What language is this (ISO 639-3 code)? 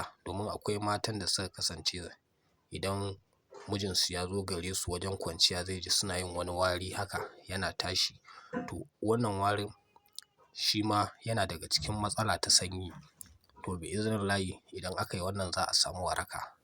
hau